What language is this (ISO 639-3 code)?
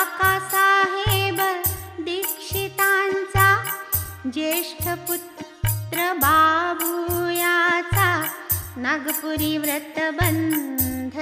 mar